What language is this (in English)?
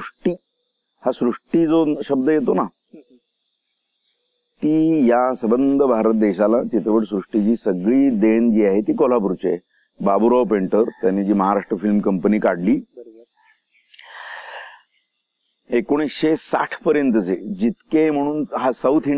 Marathi